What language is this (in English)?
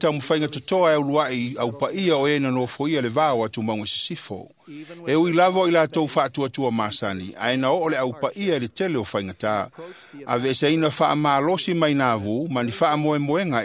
Samoan